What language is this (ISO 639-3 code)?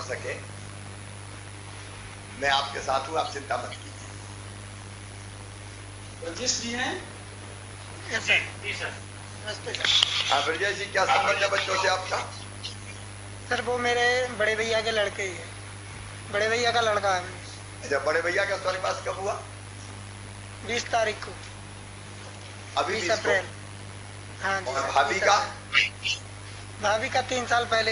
hin